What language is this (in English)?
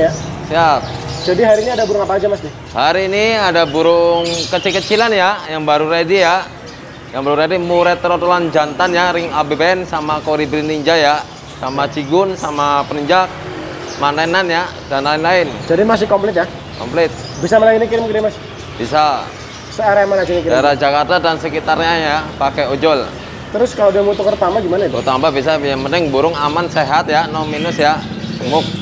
Indonesian